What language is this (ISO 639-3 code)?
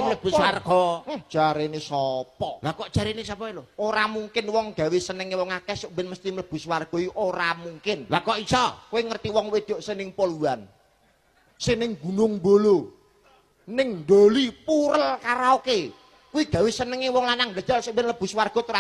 jav